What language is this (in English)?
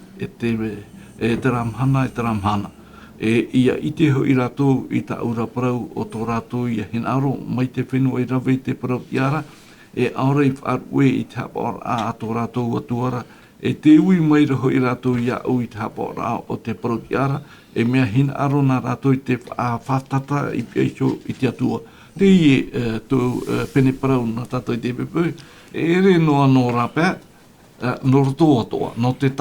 Tahitian